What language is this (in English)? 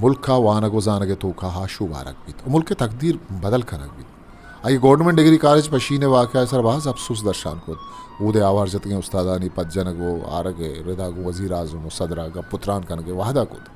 Eastern Balochi